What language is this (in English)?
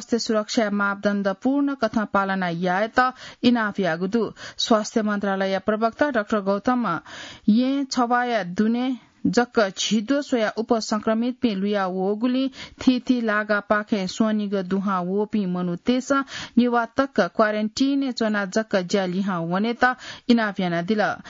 Newari